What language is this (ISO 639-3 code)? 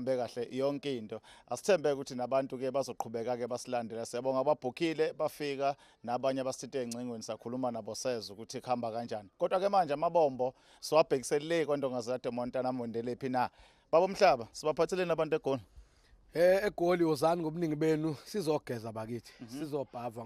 zul